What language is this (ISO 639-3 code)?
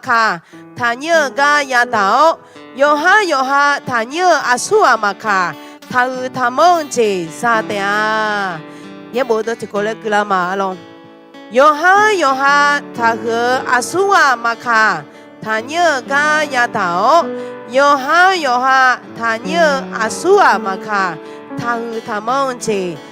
ahk